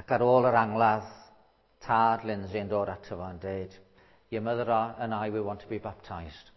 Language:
Welsh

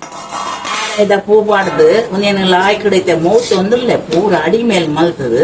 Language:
Tulu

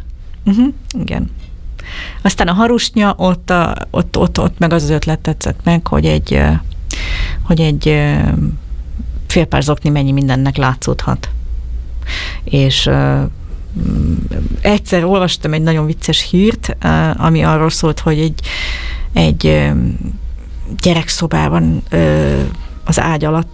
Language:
Hungarian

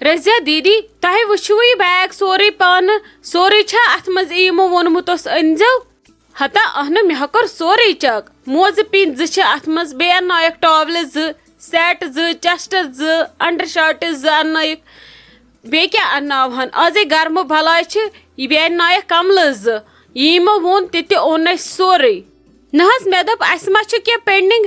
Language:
Kashmiri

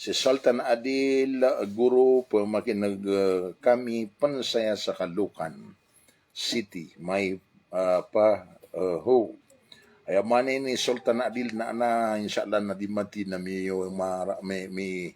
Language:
Maranao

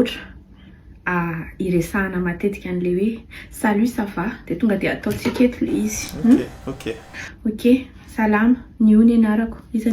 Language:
Malagasy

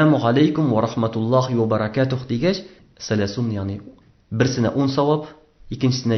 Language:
Tatar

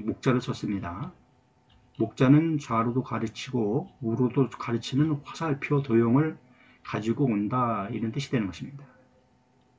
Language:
Korean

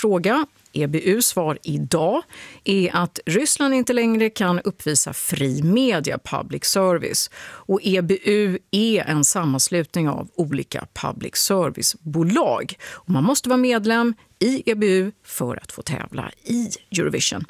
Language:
Swedish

